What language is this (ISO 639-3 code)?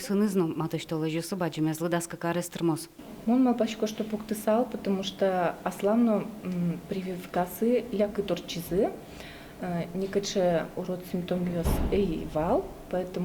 udm